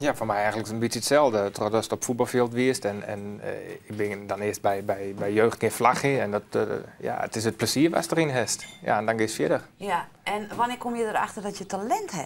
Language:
Western Frisian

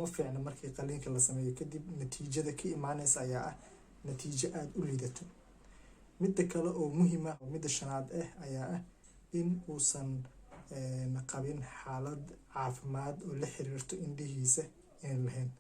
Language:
Somali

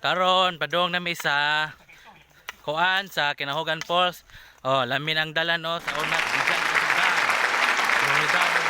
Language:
Cebuano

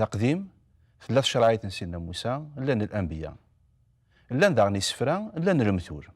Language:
Kabyle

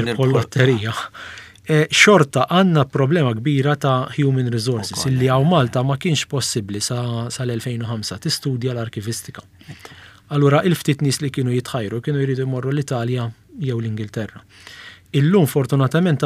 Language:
Maltese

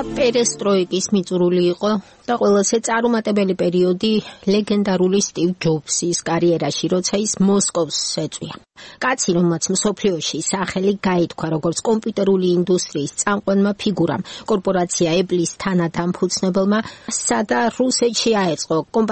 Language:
Georgian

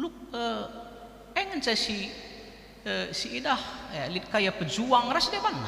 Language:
Batak Karo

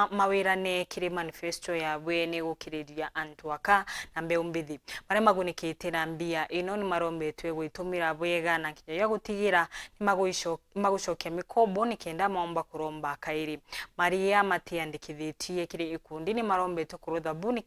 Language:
Meru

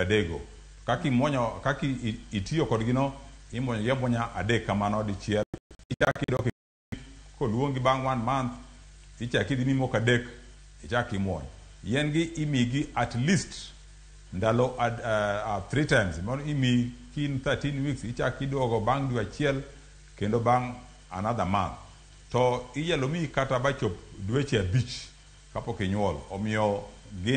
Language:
Luo (Kenya and Tanzania)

